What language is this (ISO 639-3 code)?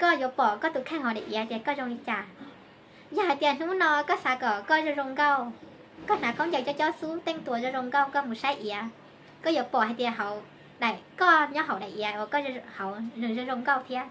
hmn